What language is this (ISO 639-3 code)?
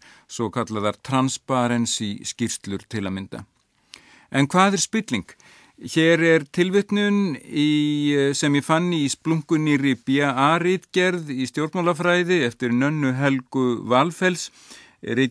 isl